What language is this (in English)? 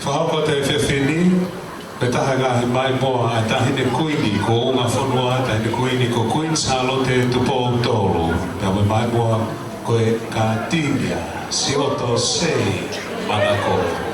Tongan